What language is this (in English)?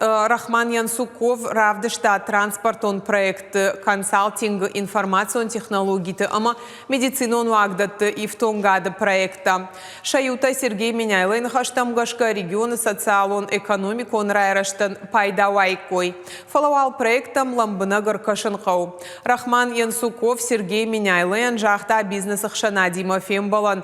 Ossetic